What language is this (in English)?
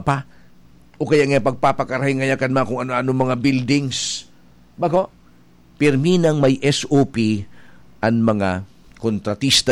Bikol